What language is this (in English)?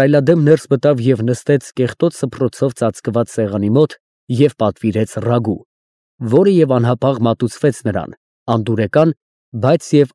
Armenian